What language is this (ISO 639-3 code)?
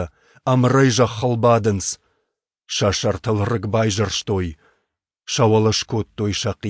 oss